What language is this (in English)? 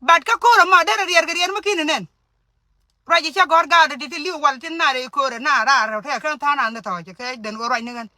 Nuer